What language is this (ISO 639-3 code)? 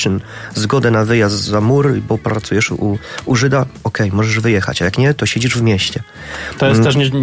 pol